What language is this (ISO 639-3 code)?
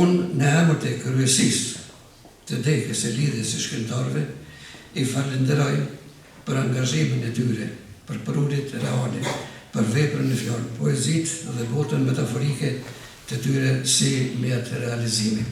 sqi